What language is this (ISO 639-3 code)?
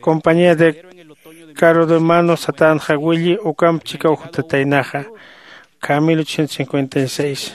aym